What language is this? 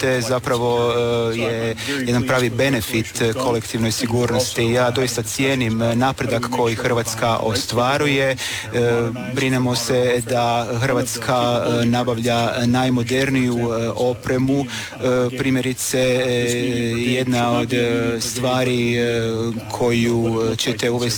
Croatian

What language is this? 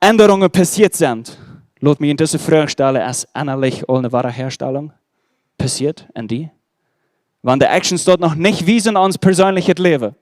Plautdietsch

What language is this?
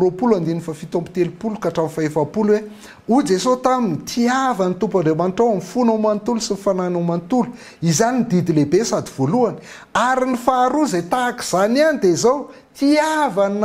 Malagasy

